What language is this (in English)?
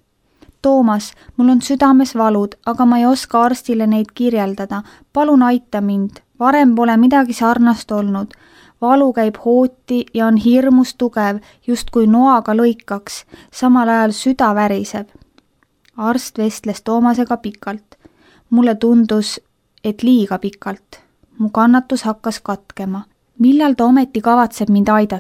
Estonian